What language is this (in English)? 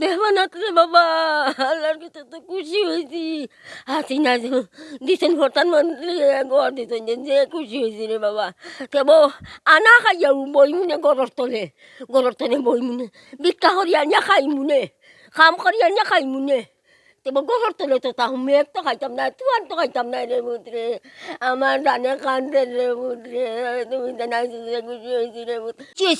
Sylheti